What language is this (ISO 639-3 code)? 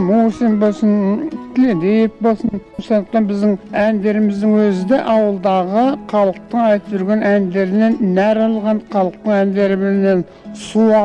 kaz